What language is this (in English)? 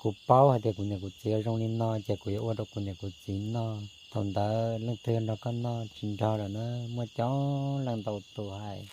Hmong